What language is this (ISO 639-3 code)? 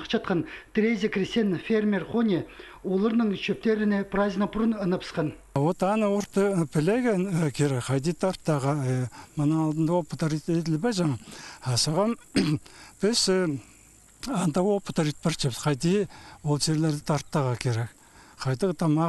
kjh